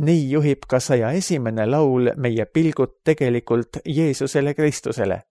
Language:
Estonian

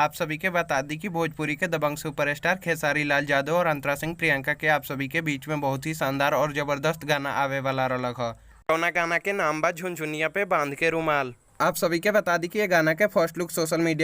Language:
Bhojpuri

